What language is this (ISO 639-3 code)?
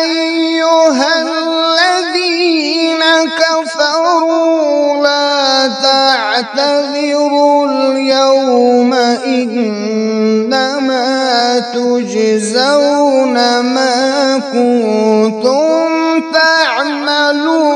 kas